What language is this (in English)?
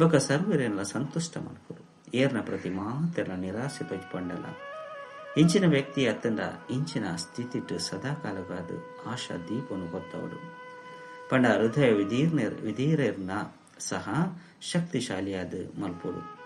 Tulu